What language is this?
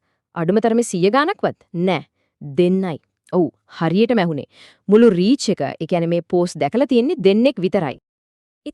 Sinhala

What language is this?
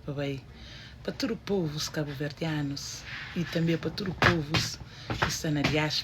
Kabuverdianu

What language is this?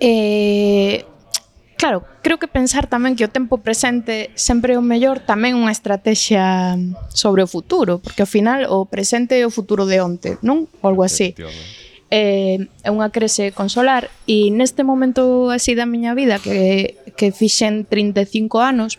Galician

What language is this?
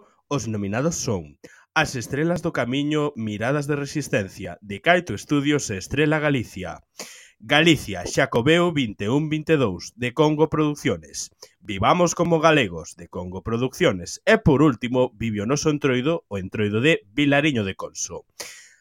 Galician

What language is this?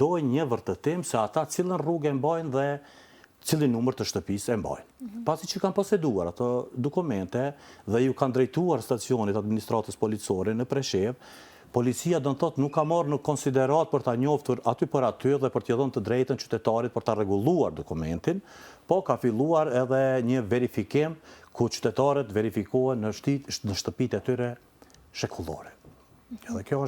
Albanian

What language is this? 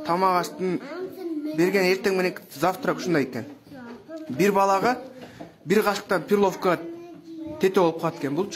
Kyrgyz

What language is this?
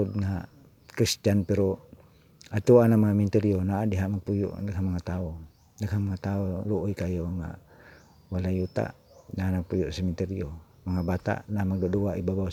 Cebuano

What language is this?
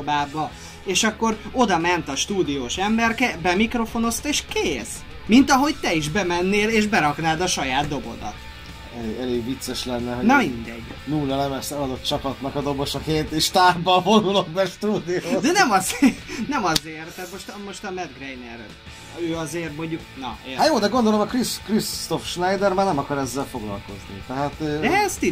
Hungarian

